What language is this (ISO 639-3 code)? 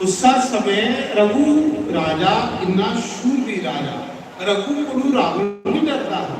doi